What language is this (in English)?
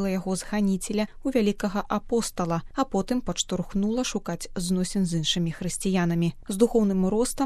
Belarusian